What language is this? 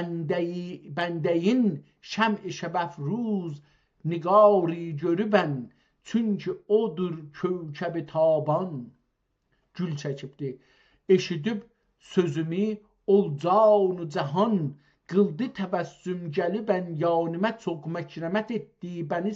South Azerbaijani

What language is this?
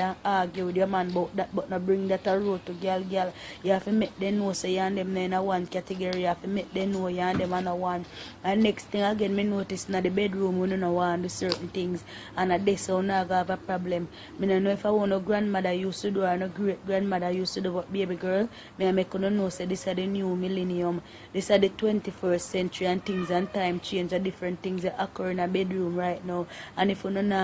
Jamaican Creole English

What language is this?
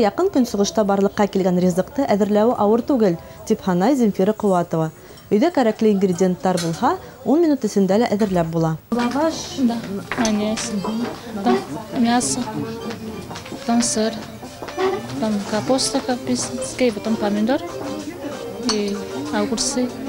Bashkir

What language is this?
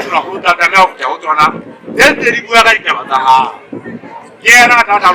Southern Sotho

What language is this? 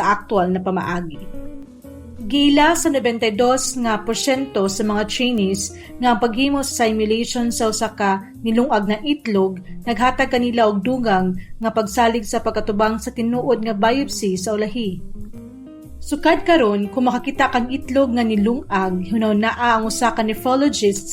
Cebuano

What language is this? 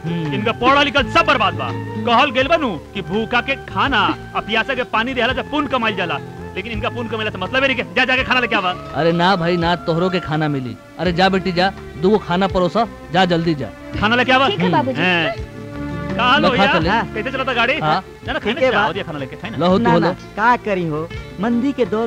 Bhojpuri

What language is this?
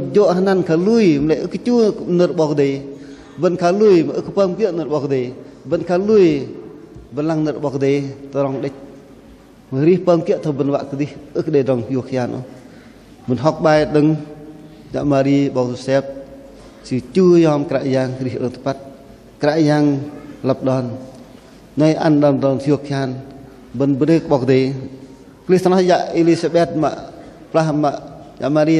Bahnar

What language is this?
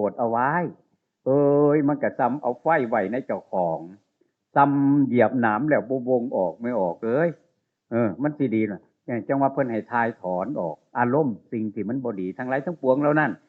Northeastern Thai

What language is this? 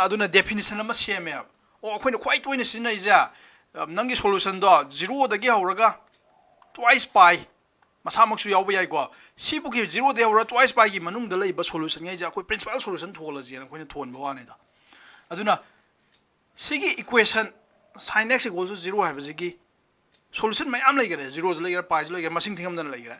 Manipuri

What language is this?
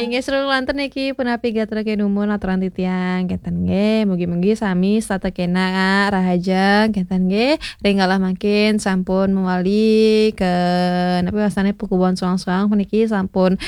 Balinese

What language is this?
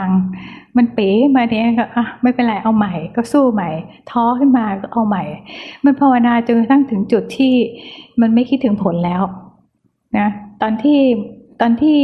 Thai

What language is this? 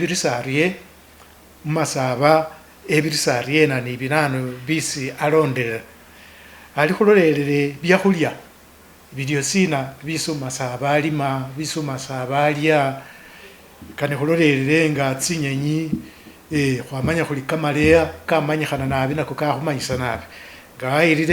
Masaaba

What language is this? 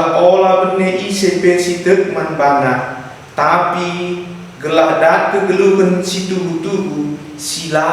Batak Karo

